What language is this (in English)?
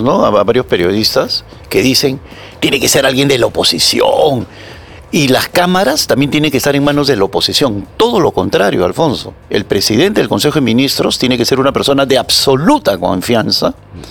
Spanish